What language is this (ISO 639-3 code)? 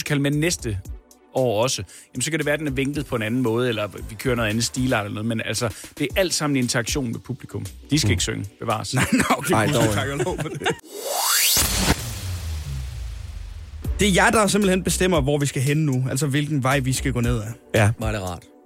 dan